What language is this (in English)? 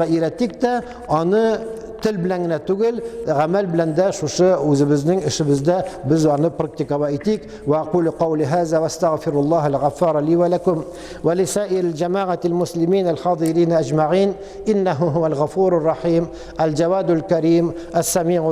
Tatar